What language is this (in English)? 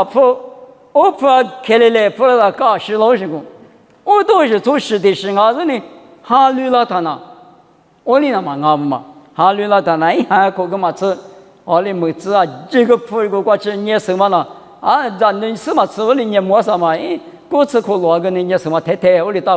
Lisu